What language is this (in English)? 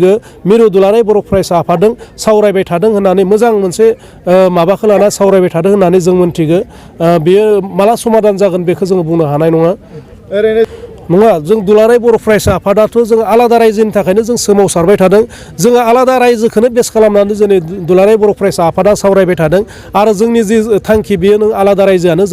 Bodo